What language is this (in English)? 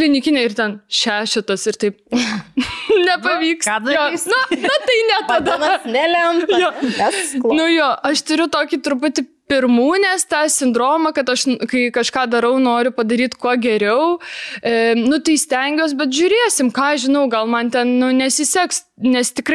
Lithuanian